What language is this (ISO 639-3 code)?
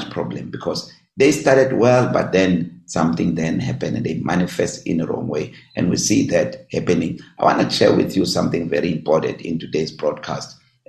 eng